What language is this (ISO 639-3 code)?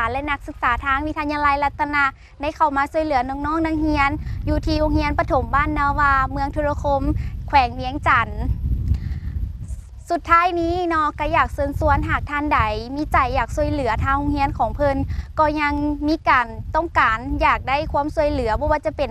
lao